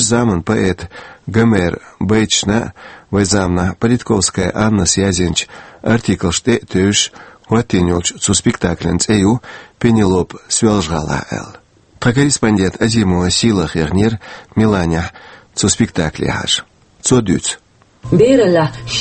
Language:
Chechen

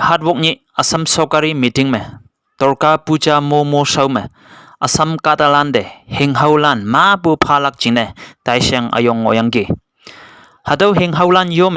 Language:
Konyak Naga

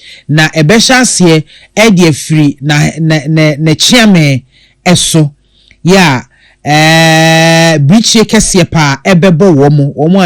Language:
Akan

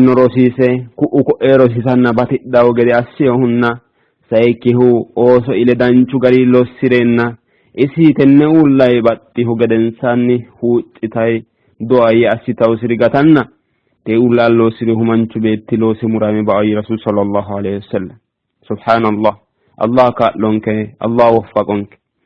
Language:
Sidamo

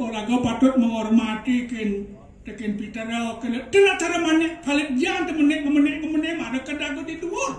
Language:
Balinese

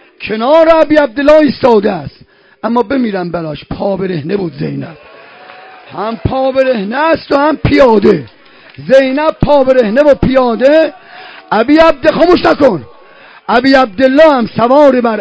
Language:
Persian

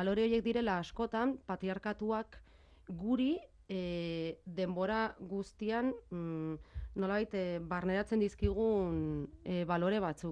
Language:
Basque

